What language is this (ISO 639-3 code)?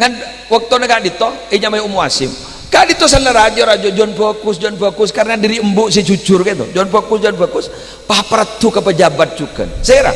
mad